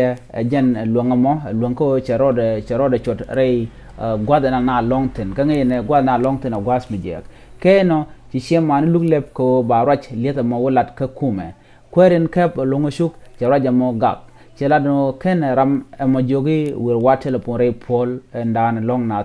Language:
Nuer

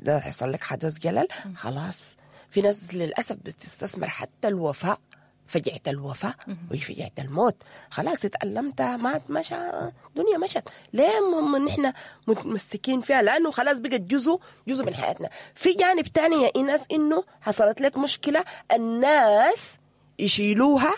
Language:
Sudanese Arabic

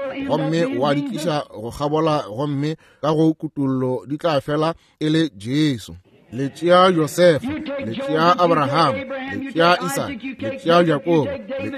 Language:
Northern Sotho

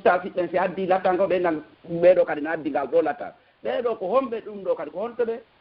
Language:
Pular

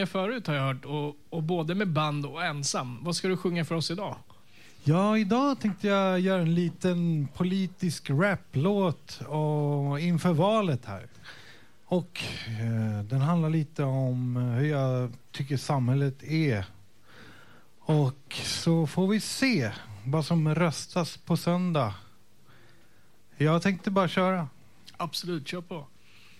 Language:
Swedish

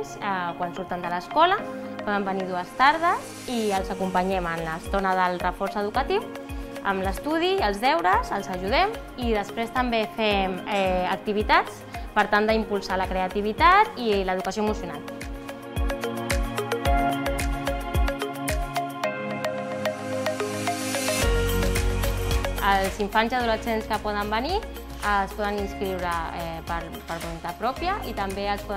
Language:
Catalan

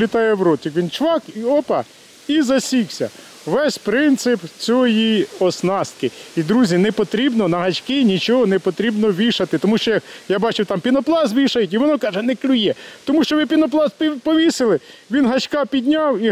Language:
Ukrainian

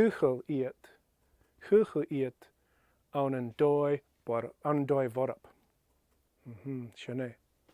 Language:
Scottish Gaelic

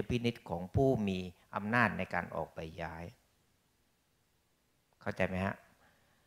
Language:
Thai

